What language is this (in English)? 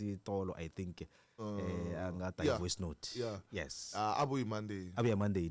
Tsonga